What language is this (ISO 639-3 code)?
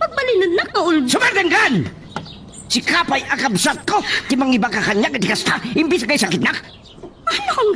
ilo